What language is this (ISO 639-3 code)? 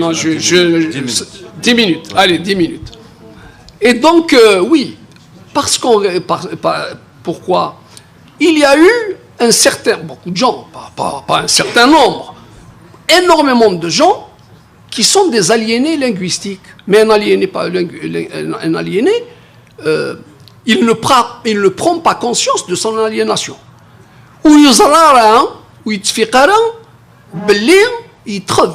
kab